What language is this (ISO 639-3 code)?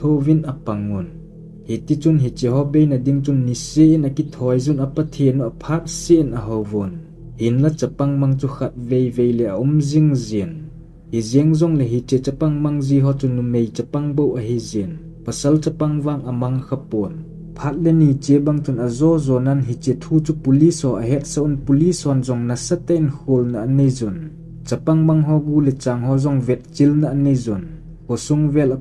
tcz